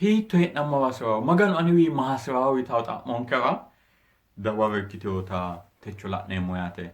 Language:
Sidamo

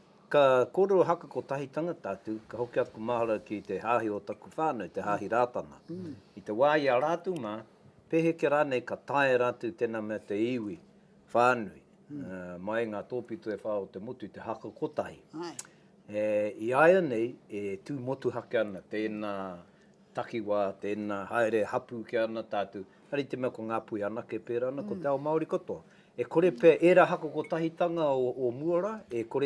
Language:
Māori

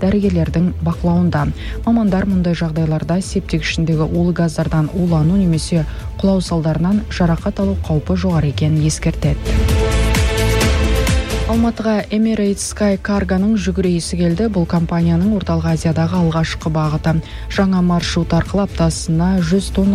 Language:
Kazakh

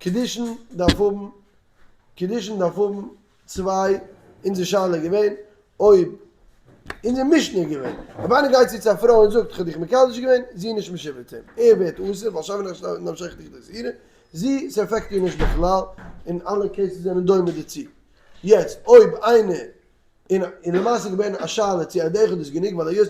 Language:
Yiddish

